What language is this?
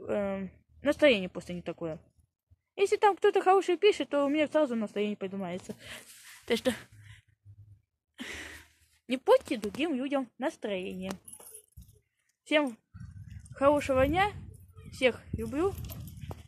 Russian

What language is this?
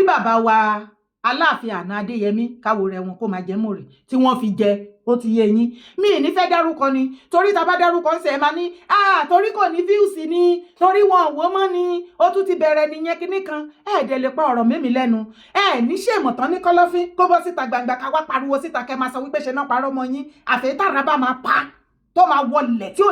Yoruba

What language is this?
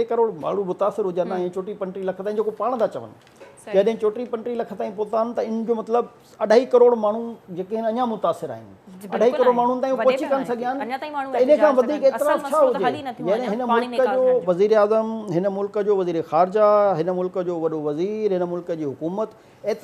Sindhi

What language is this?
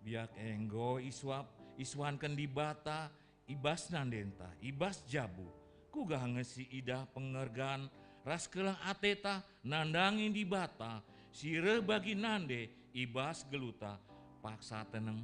Batak Karo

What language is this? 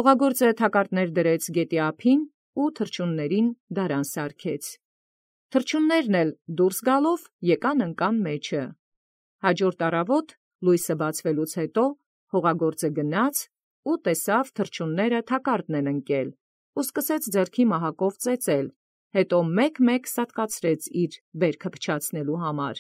Armenian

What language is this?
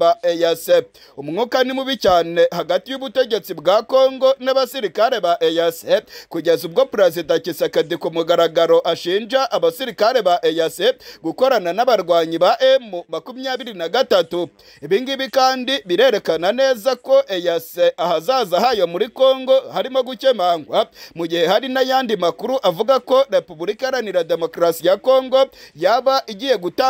Kinyarwanda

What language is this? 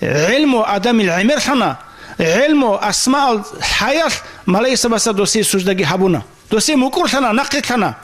Avaric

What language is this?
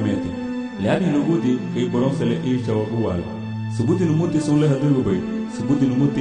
Garifuna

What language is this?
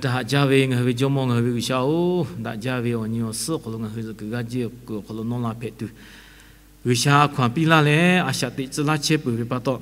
Lahu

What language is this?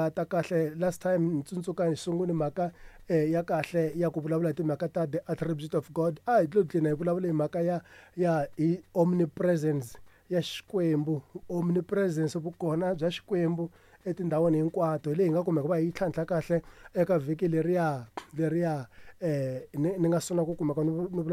Tsonga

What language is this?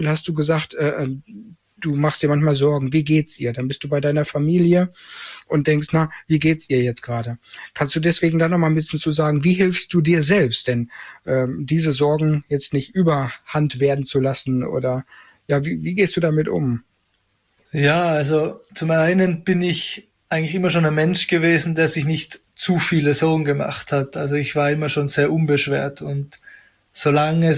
German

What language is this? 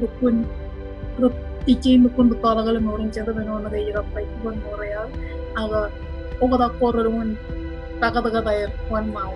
Marshallese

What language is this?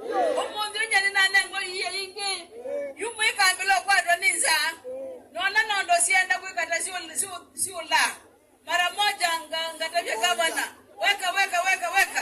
Kamba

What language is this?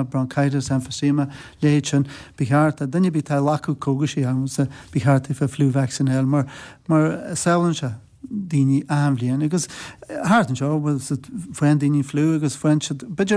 Irish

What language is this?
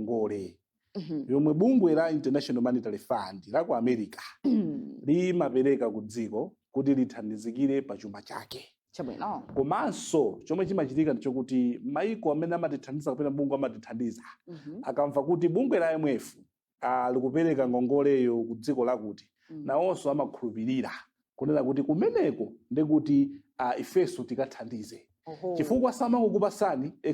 Nyanja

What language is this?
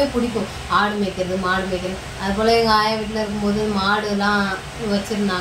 Tamil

